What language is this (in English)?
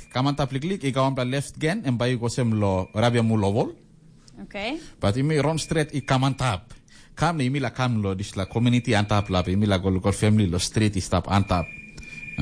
Tok Pisin